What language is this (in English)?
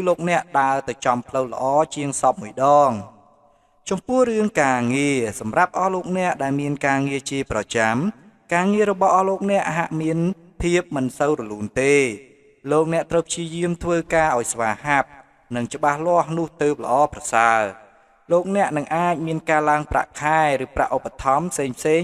Khmer